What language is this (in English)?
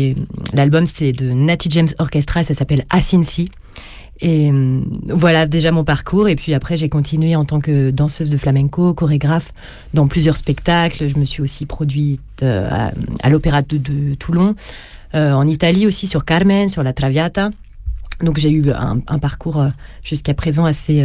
French